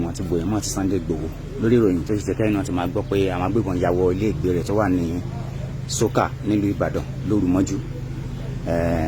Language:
Yoruba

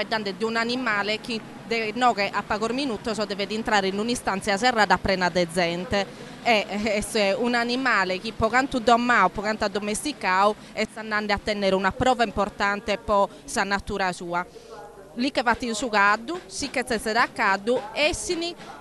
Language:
Sardinian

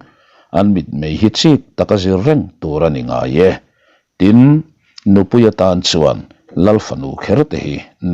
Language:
Mizo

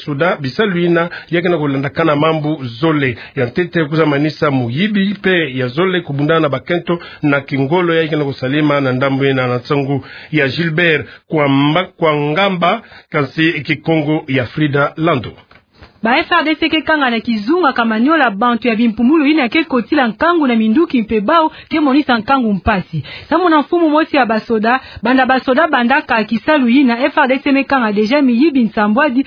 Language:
Kituba (Democratic Republic of Congo)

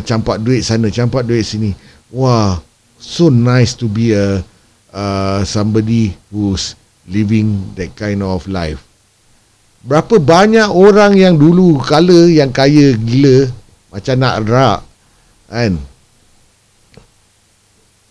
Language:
Malay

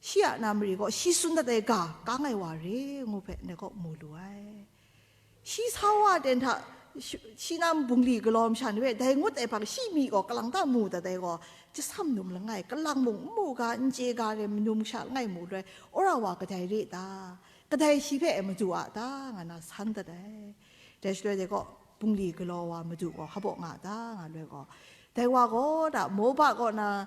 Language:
Kachin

